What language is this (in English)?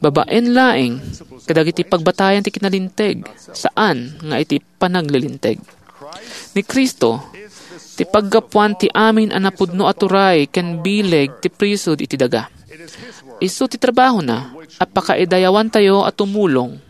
Iloko